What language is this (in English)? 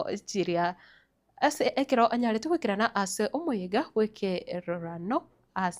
Gusii